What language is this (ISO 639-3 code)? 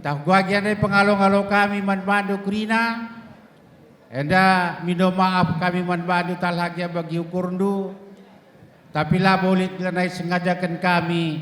btx